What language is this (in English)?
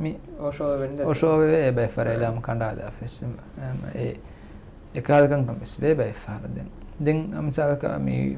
Divehi